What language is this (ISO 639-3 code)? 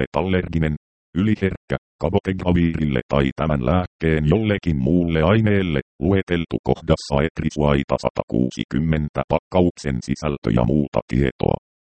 fin